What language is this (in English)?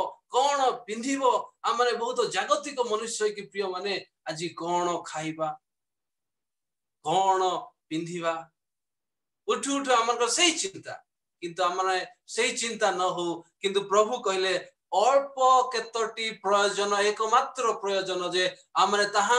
Odia